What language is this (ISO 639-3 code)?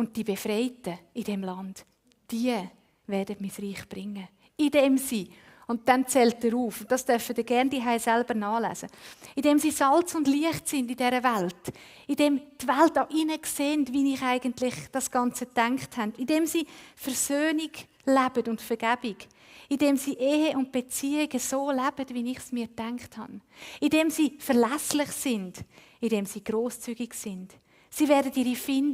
gsw